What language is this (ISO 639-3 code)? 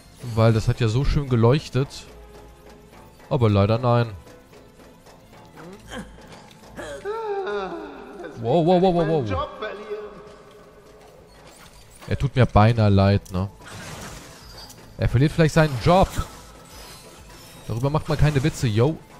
deu